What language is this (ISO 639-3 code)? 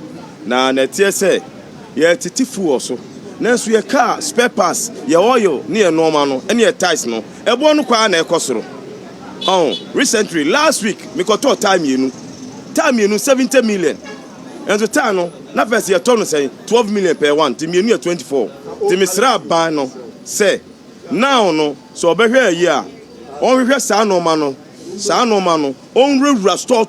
aka